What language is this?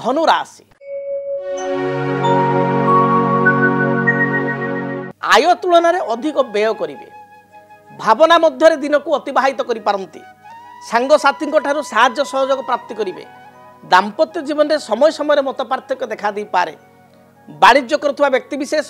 Odia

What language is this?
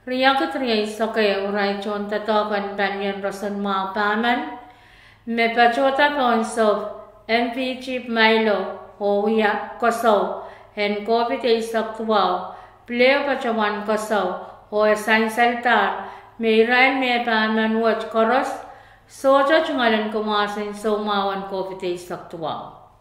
Pohnpeian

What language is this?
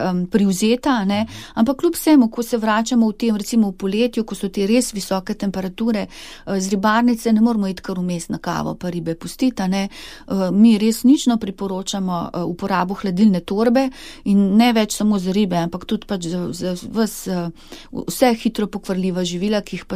Slovenian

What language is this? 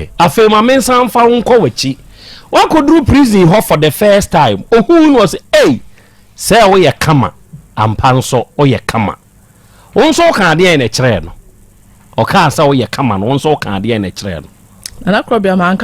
Akan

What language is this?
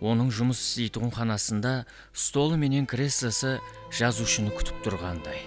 Kara-Kalpak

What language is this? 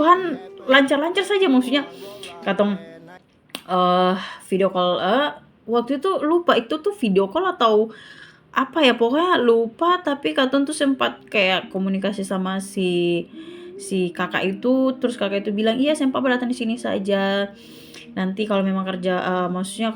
Ambonese Malay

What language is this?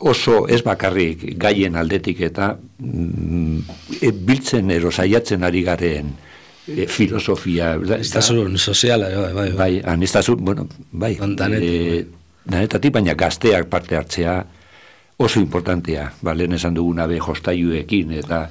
Basque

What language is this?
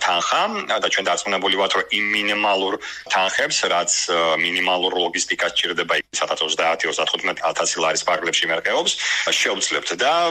Georgian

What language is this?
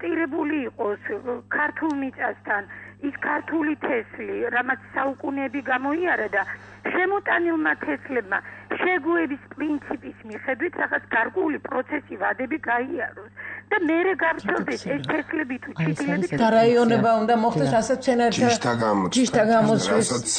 Georgian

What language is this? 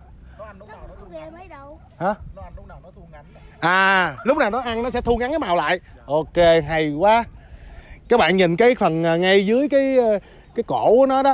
Vietnamese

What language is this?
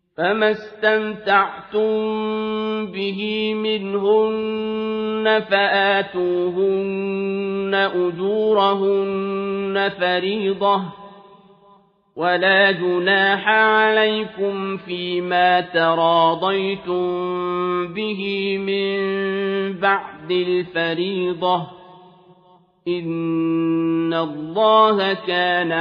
Arabic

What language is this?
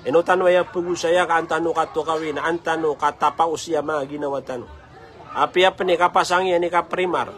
Maranao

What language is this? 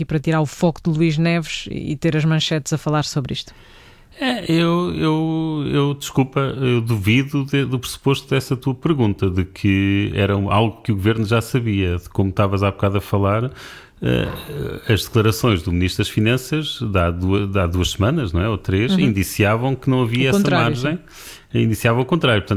Portuguese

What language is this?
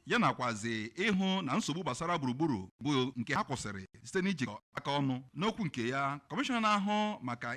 Igbo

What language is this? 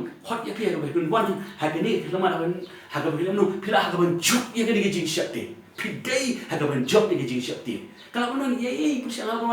Khasi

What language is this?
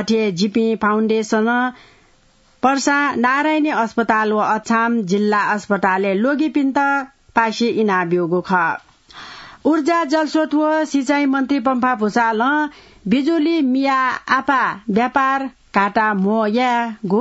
Newari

